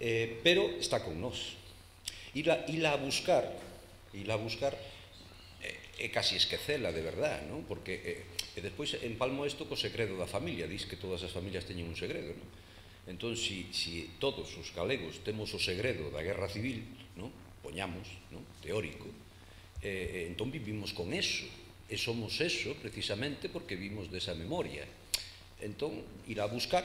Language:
Galician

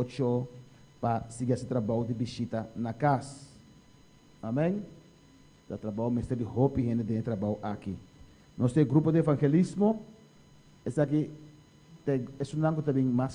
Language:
Papiamento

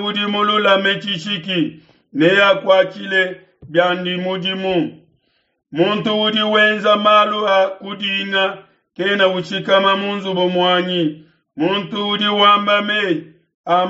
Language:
Luba-Lulua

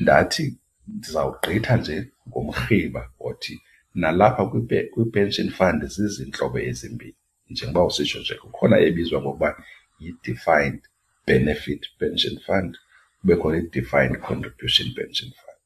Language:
Xhosa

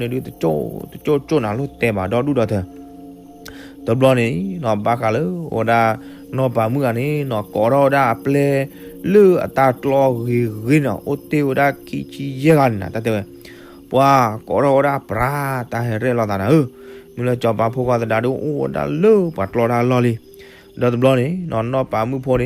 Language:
S'gaw Karen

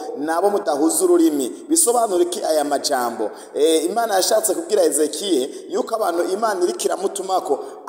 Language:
Rundi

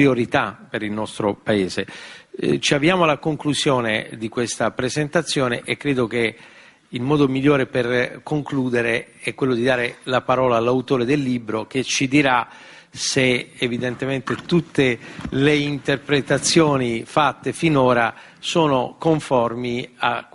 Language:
Italian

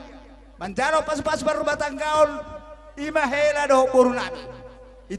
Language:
Batak Toba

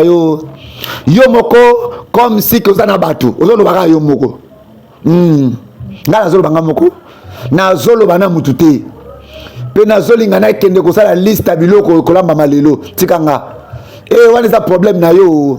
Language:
Lingala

